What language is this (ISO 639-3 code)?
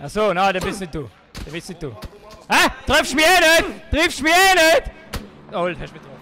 gsw